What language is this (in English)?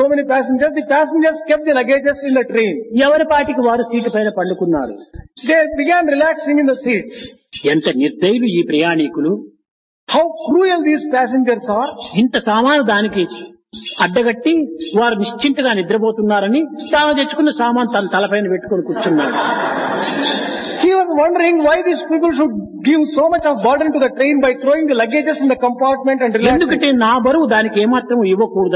Telugu